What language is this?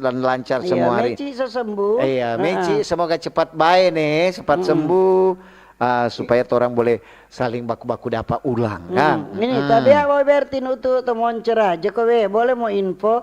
Manado Malay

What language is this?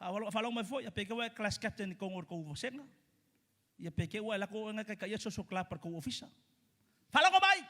Samoan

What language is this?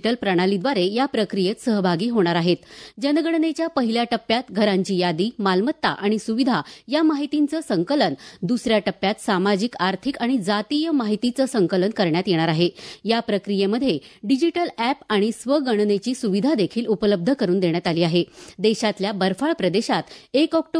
Marathi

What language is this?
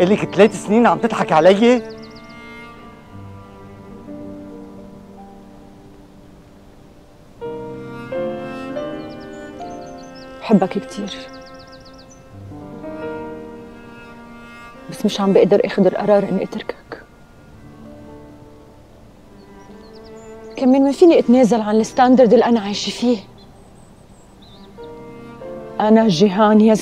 North Levantine Arabic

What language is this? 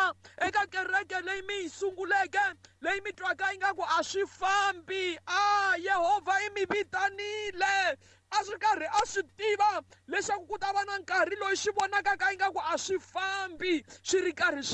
Tsonga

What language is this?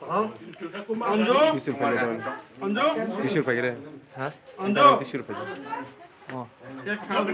Kok Borok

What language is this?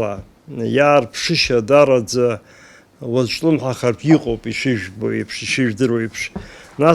Abkhazian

